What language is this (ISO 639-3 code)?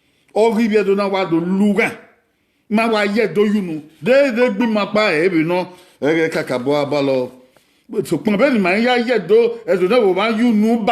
bin